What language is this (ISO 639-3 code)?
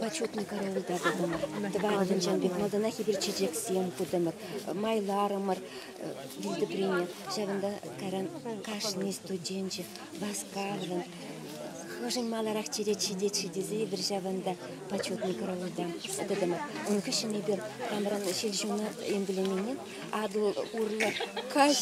chv